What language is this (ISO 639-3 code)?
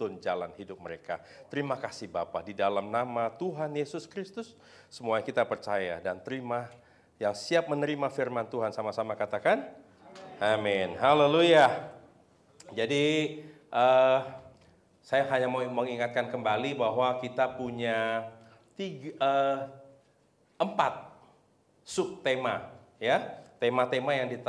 ind